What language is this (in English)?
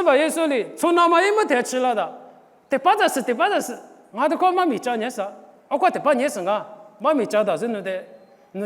Lisu